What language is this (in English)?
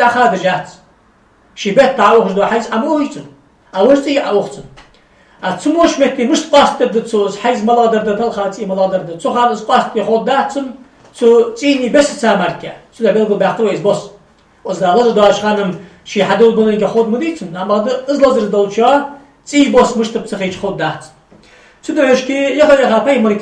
Ingush